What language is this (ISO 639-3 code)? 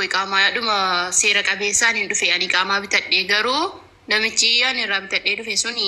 orm